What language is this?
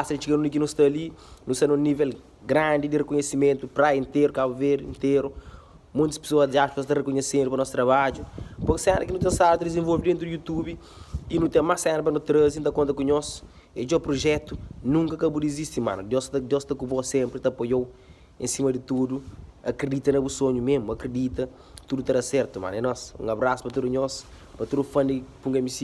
Kabuverdianu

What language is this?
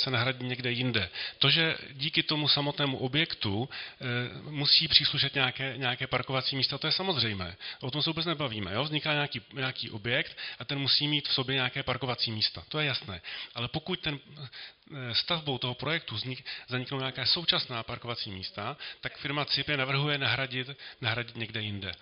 Czech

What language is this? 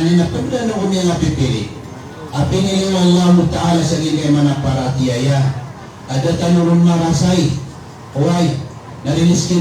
Maranao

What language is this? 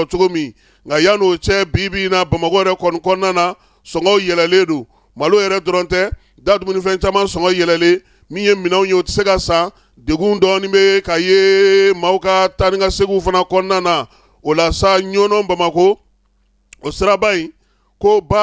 Bambara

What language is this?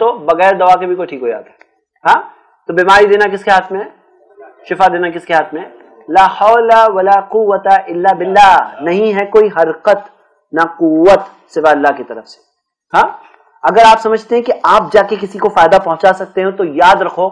Urdu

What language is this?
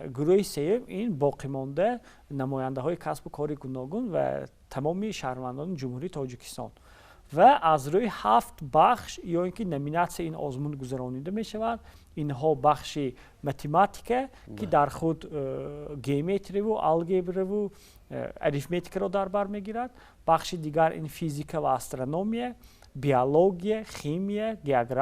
Tajik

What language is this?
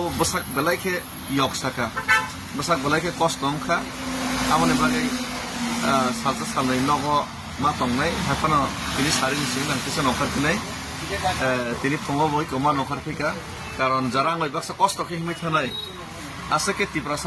Kok Borok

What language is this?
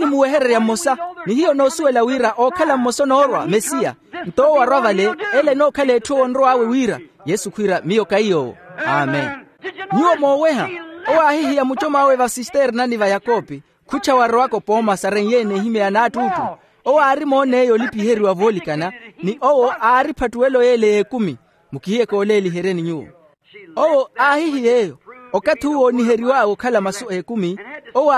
Makhuwa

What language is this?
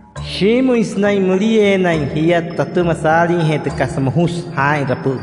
Wayuu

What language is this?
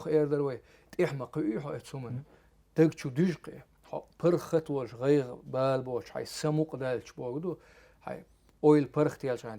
Chechen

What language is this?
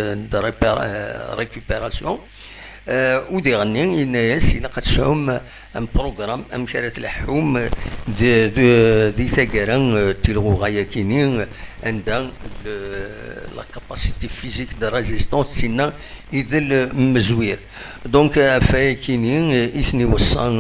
Kabyle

